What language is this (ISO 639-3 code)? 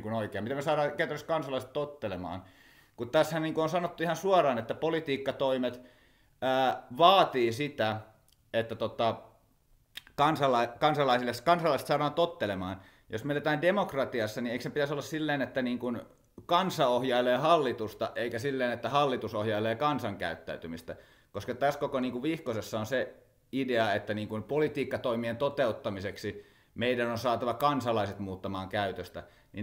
fin